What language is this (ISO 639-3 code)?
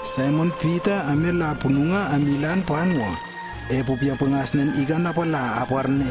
lww